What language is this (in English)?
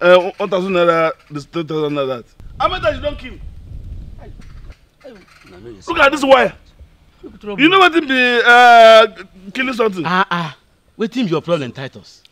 Nigerian Pidgin